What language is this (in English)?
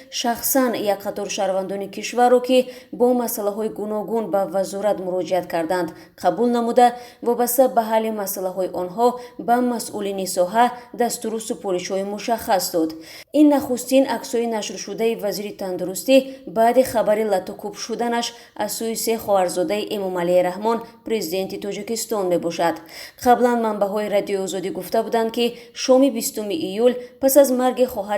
Tajik